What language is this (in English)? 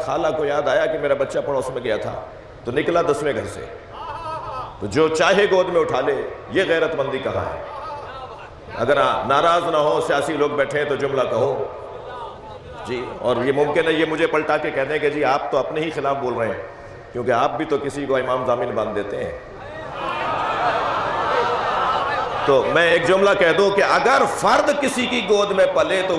Urdu